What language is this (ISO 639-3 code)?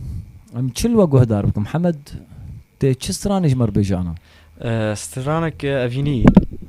kur